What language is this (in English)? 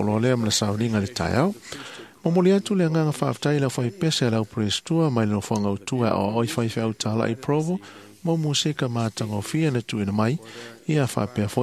Samoan